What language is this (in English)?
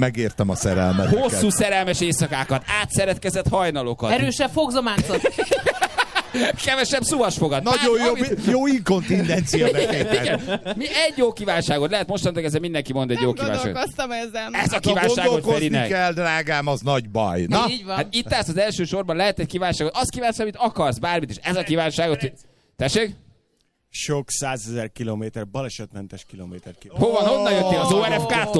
Hungarian